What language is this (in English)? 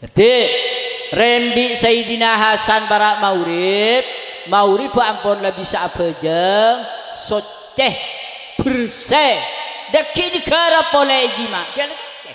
Madurese